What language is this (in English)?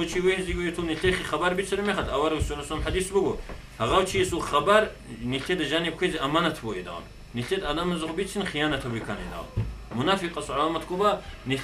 Avaric